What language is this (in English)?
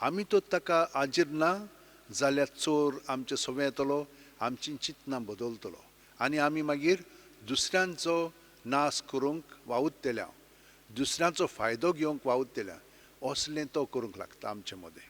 Konkani